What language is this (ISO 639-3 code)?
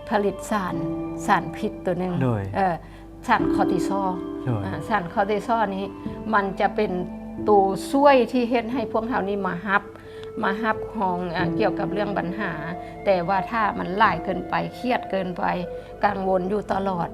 lao